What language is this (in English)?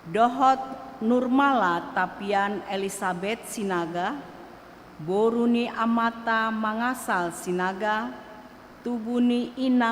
Batak Toba